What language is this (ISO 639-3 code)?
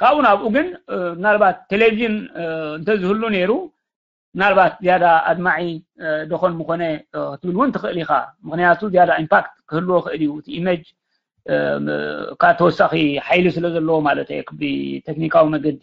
tir